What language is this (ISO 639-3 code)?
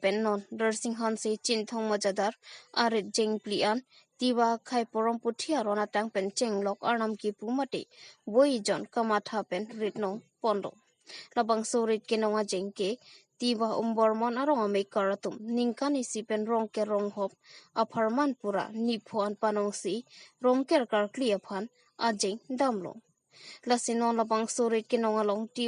mjw